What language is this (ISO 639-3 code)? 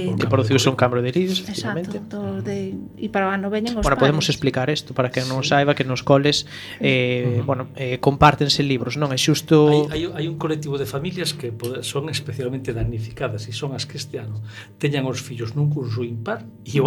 glg